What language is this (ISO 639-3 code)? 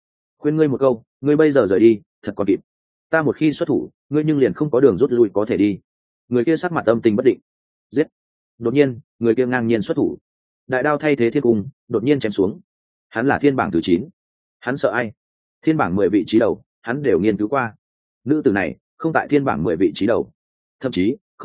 vie